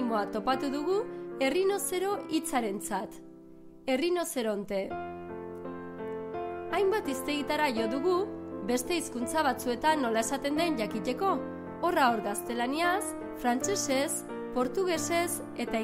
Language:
Basque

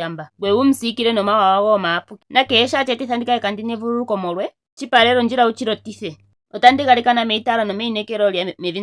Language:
Ndonga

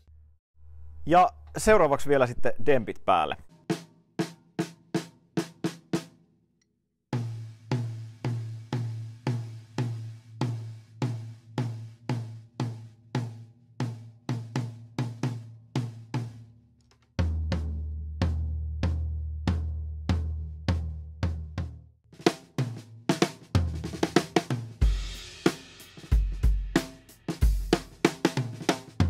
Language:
Finnish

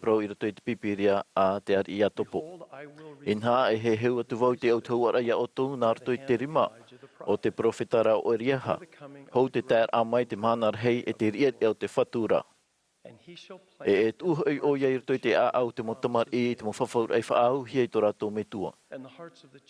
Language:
Tahitian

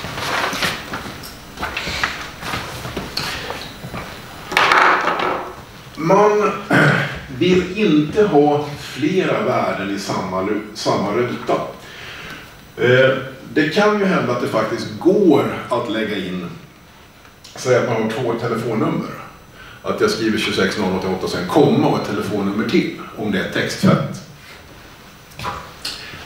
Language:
Swedish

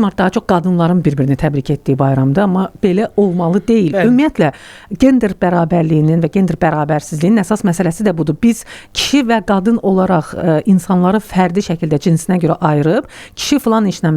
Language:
Azerbaijani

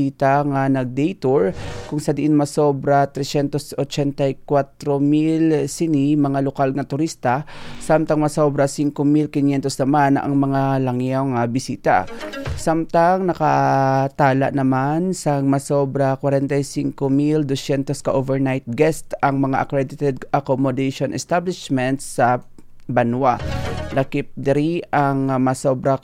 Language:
Hiligaynon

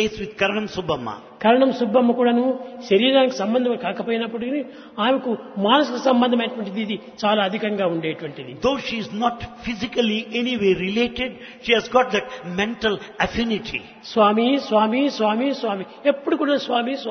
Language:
Telugu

